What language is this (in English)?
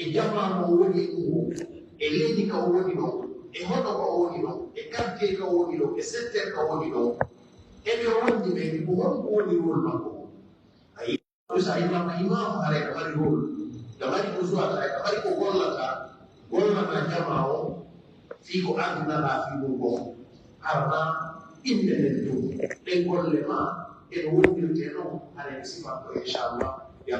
Pular